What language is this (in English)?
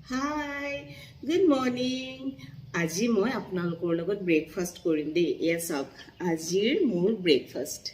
Assamese